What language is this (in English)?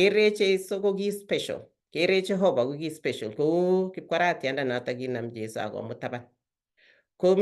Kalenjin